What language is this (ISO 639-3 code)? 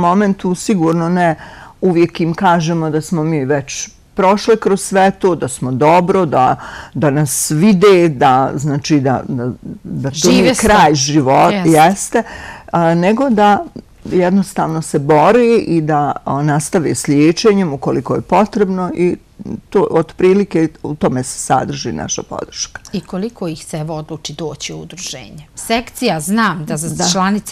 hrv